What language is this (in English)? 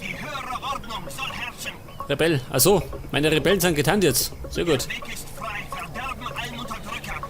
Bavarian